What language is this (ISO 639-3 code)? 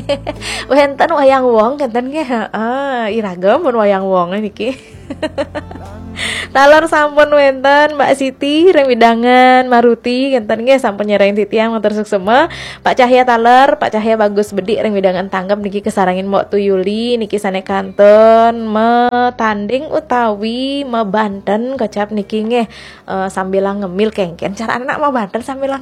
ban